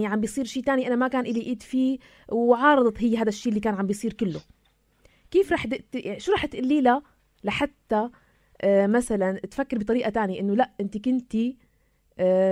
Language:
North Levantine Arabic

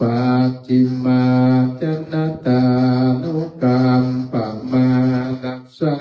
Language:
Pali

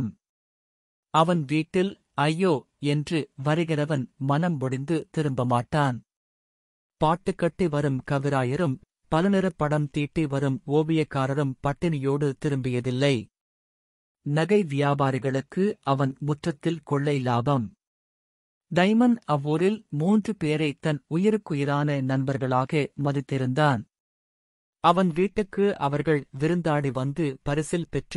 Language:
Tamil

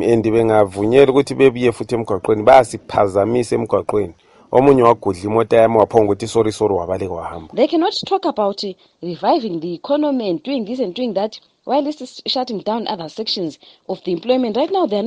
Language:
North Ndebele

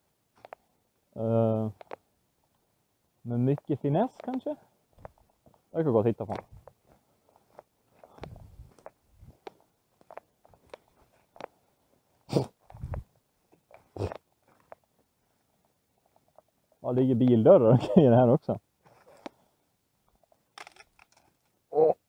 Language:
Swedish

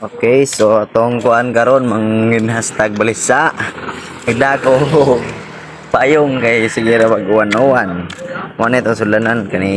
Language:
Cebuano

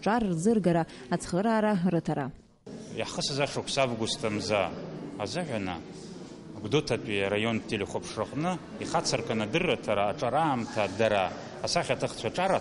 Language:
Abkhazian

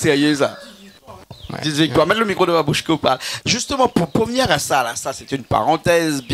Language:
Réunion Creole French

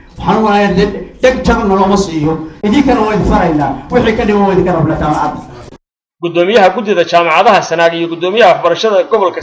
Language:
Somali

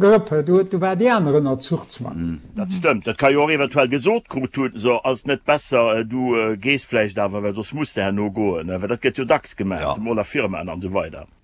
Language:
Luxembourgish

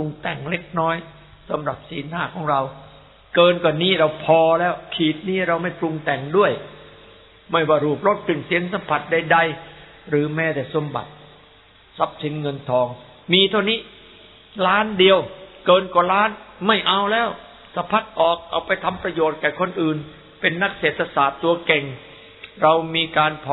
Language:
Thai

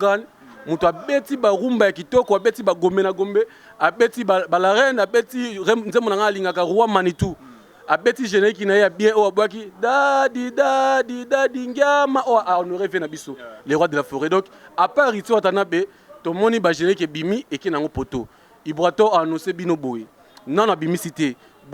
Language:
Lingala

